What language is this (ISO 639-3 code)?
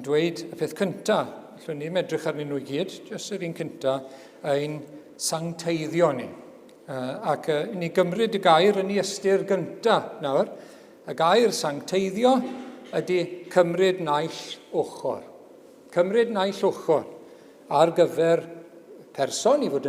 cym